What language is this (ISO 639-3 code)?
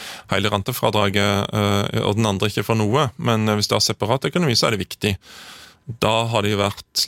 nor